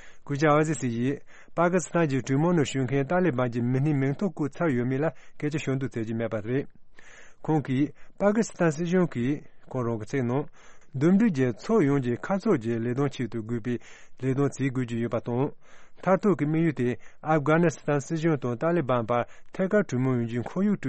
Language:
Tibetan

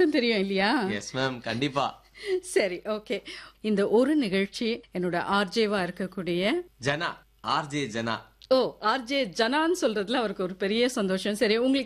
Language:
Tamil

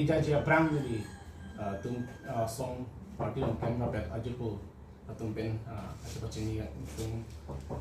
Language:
Karbi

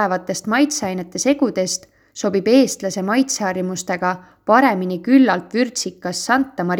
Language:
Estonian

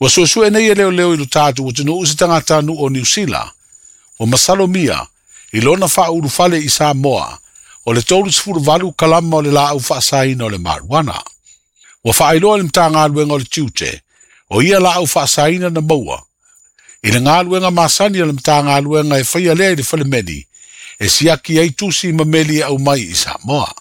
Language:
Samoan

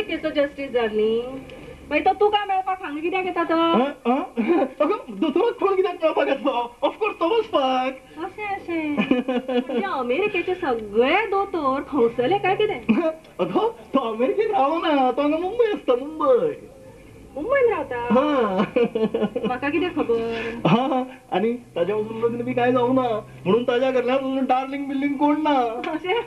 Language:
Konkani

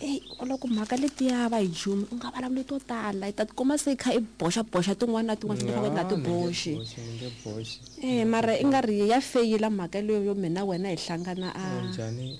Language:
Tsonga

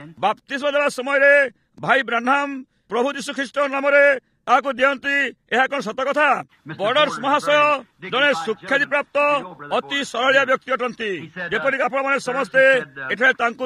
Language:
Odia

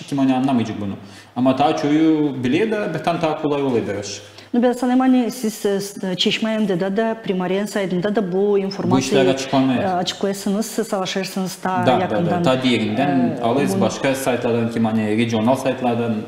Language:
Gagauz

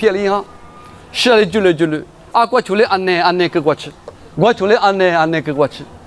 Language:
Lisu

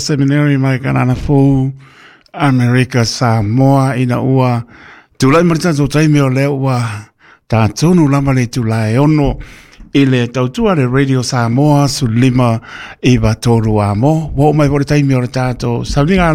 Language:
Samoan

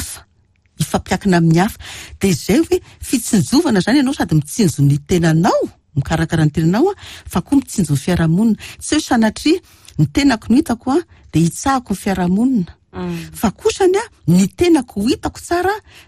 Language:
Malagasy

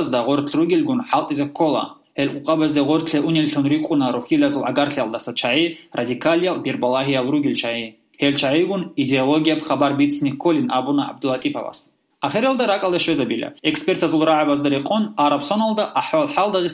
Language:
Avaric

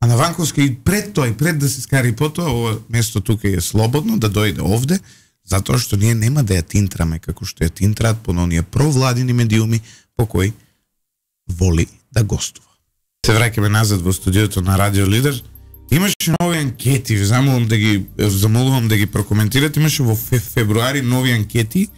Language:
Macedonian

